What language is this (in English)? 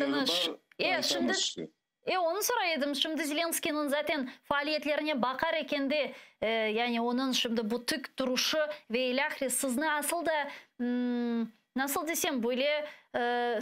Crimean Tatar